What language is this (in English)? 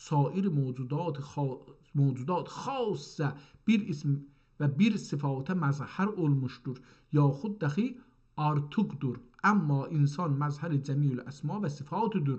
South Azerbaijani